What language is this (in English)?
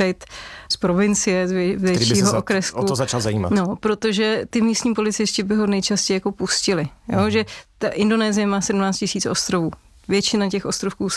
Czech